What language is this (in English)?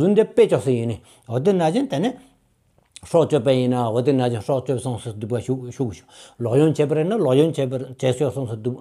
Stod Bhoti